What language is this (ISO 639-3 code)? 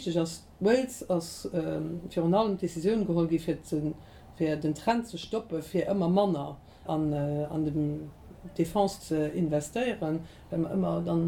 ltz